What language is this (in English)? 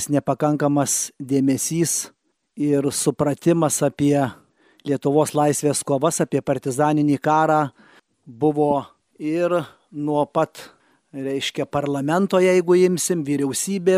Lithuanian